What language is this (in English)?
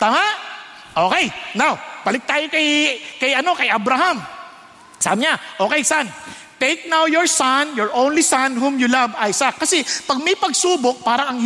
Filipino